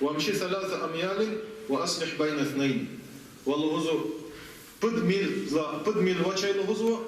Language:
Lezghian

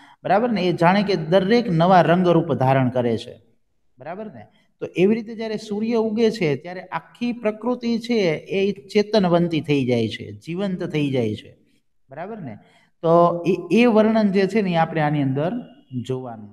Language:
Gujarati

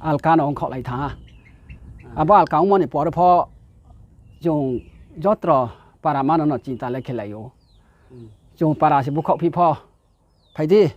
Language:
Riang (India)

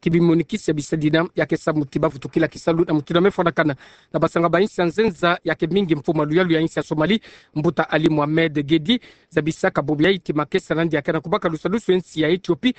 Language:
Kituba (Democratic Republic of Congo)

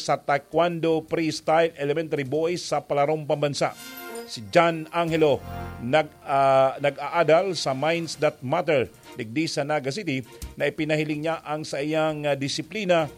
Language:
Bikol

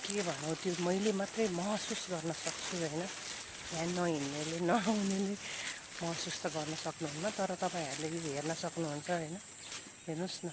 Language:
Nepali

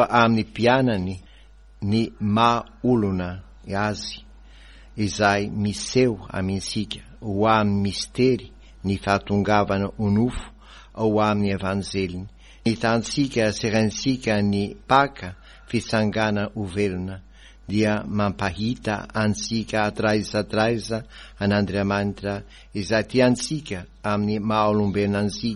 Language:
Malagasy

